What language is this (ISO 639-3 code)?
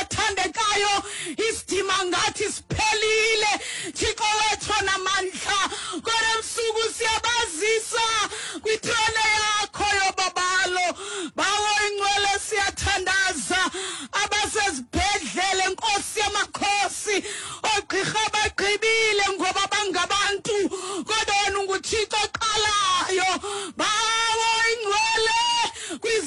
xho